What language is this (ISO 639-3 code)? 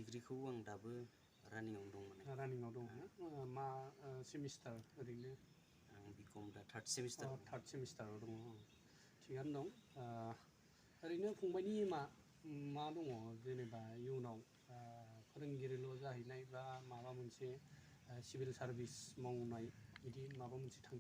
brx